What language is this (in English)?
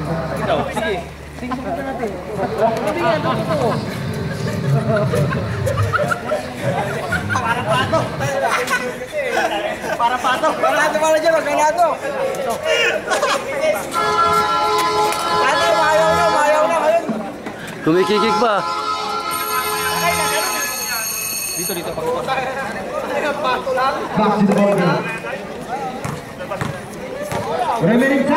Filipino